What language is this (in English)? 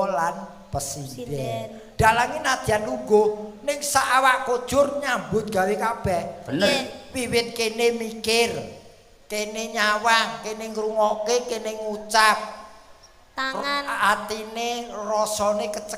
Javanese